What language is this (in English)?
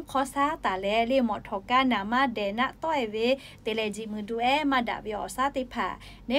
Lahu